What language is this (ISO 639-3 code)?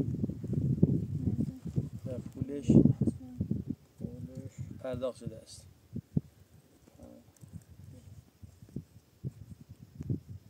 fas